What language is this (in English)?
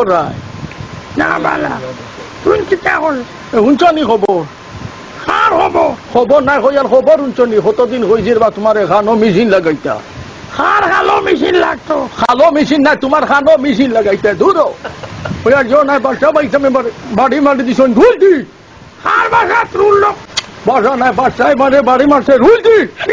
Sylheti